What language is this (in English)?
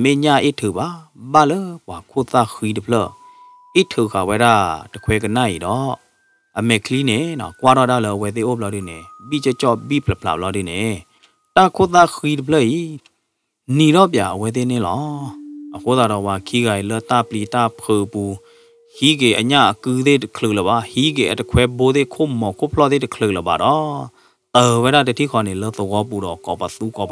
S'gaw Karen